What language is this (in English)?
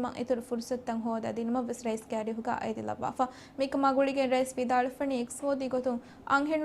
Divehi